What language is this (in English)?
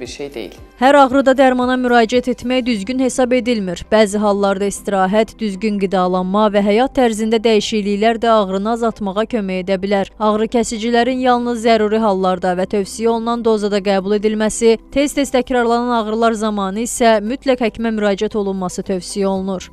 Azerbaijani